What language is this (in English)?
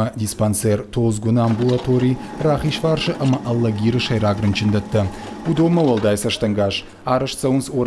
Ossetic